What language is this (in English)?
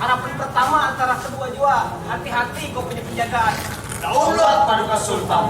Banjar